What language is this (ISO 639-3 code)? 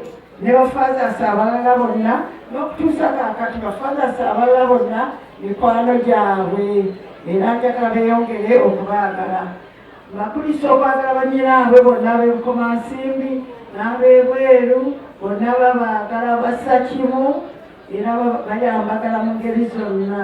lug